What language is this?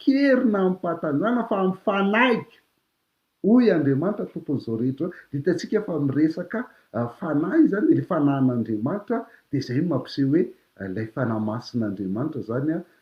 Malagasy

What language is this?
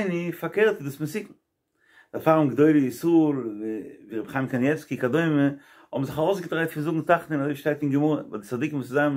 Yiddish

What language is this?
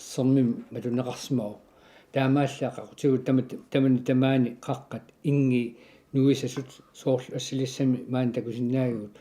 Kalaallisut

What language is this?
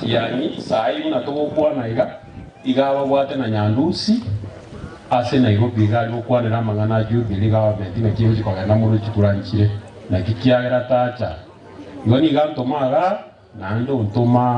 Gusii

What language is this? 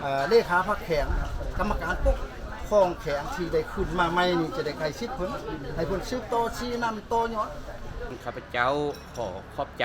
Lao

